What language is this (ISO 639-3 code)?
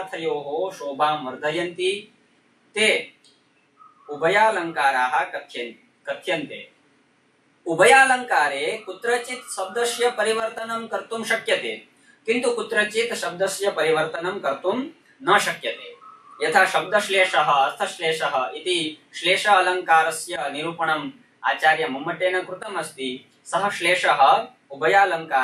san